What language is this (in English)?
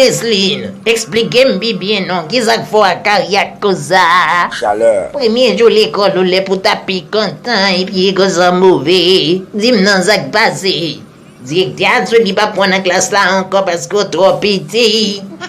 Haitian Creole